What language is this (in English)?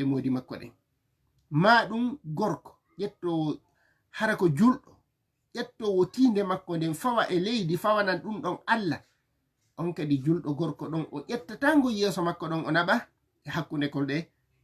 Fula